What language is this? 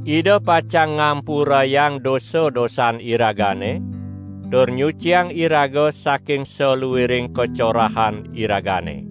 Balinese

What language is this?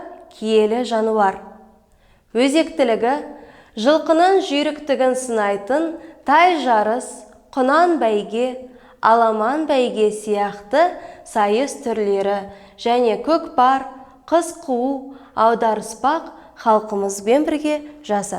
Kazakh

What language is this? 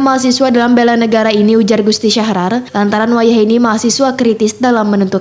Banjar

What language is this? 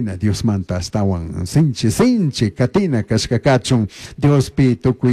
Chimborazo Highland Quichua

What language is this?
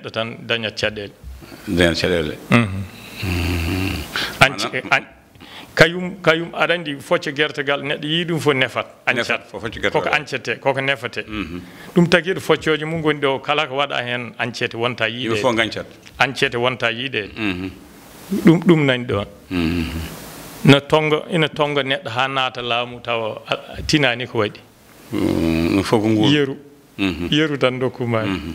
Fula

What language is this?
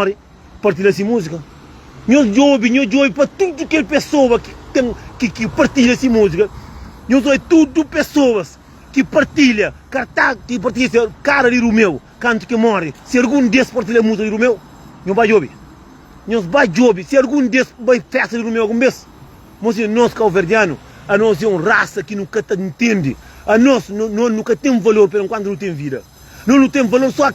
Kabuverdianu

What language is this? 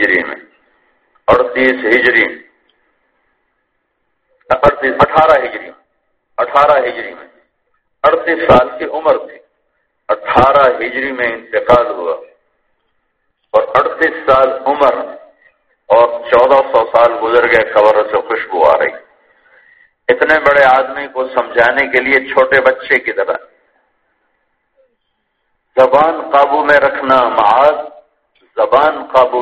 Urdu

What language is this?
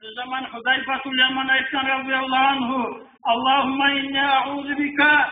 Kumyk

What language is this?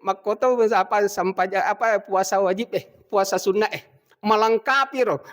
Buginese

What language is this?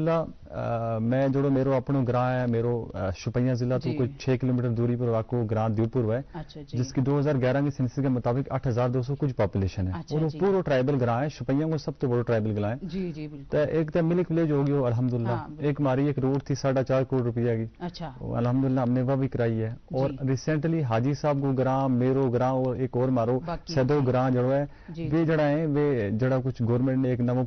Gujari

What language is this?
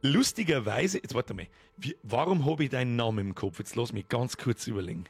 Bavarian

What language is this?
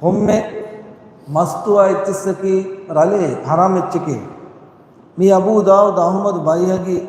Divehi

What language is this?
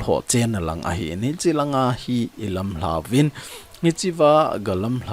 Thado Chin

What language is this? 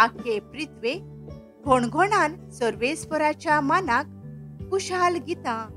Konkani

